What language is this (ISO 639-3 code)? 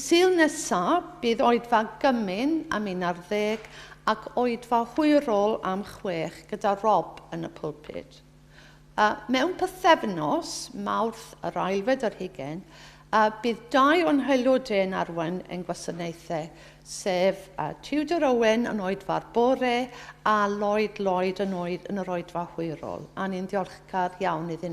cym